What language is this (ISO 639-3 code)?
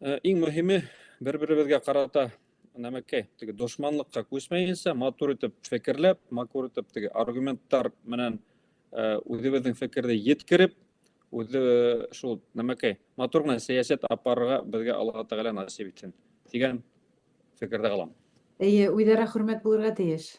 bak